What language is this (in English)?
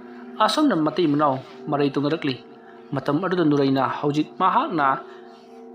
Manipuri